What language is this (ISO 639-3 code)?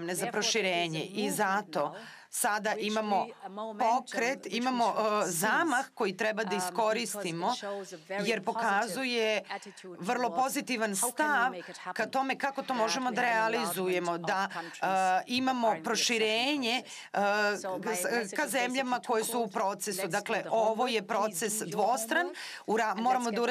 srp